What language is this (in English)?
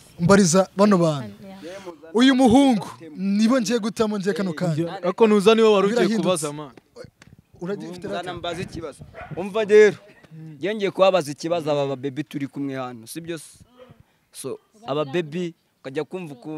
Kinyarwanda